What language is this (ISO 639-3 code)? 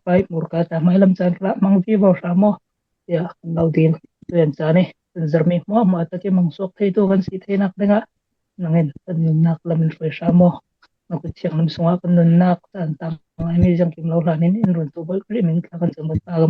cfm